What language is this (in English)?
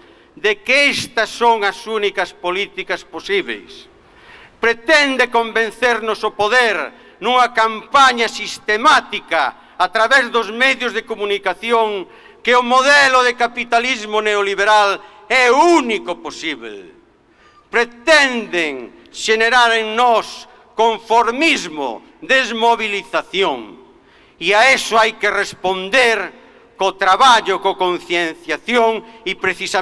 Galician